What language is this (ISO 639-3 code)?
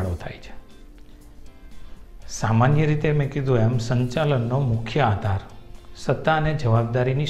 guj